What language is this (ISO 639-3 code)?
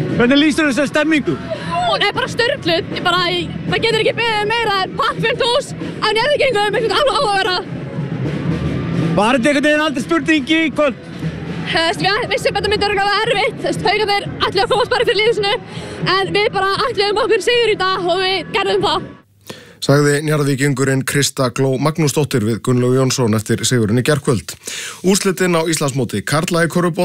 isl